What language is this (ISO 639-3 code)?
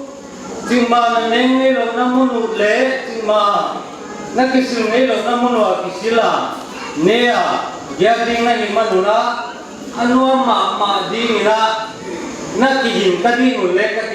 pck